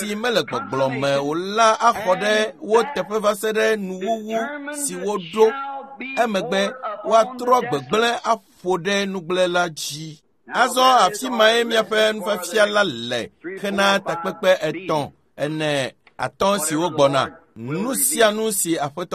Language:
Ewe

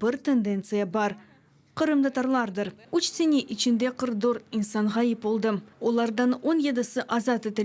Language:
Crimean Tatar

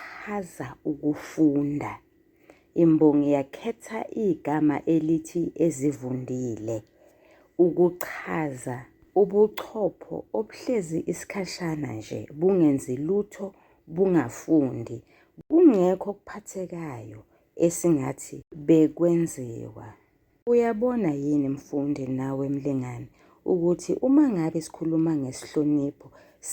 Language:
Zulu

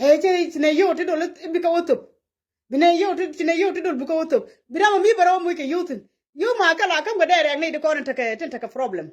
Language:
Nuer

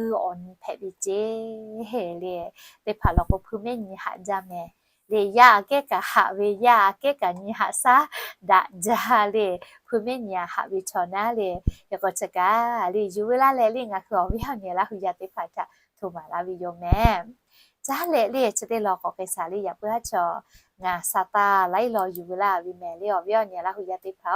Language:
Lahu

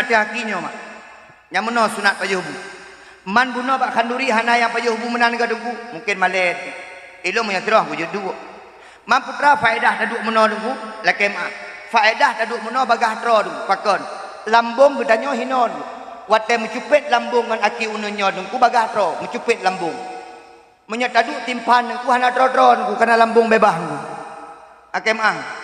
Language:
Achinese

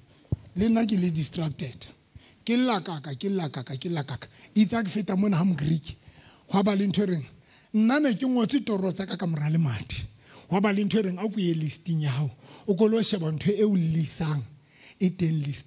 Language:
Southern Sotho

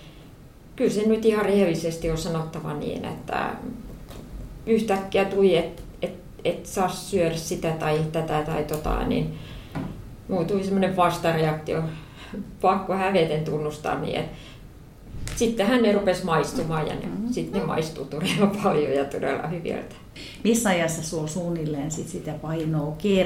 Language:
Finnish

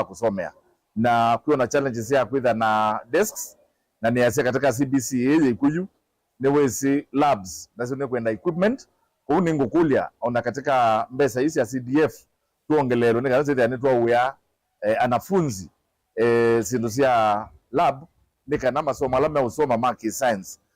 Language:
Kamba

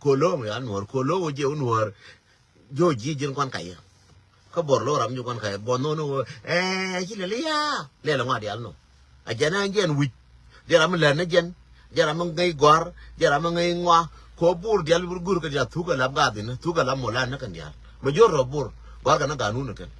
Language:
Nuer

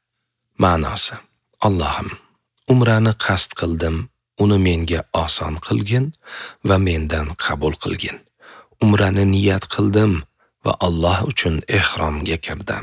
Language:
Uzbek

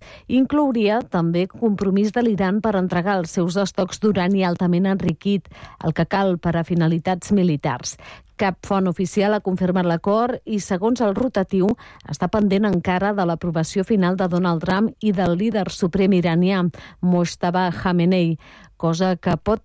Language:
Catalan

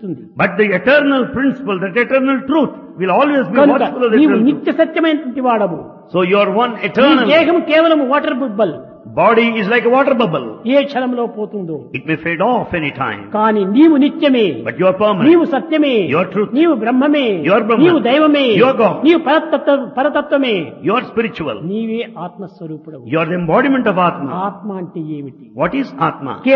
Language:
Telugu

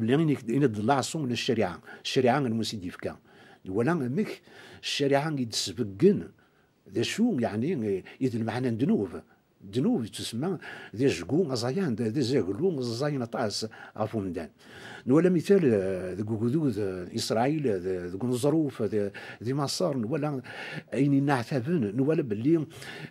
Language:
Kabyle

